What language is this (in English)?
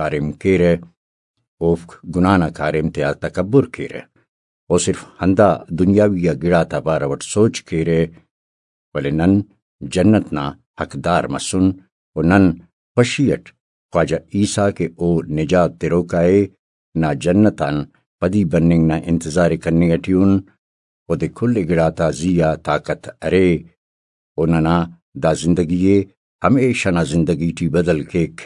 Brahui